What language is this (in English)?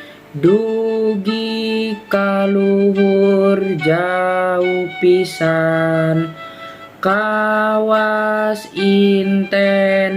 Sundanese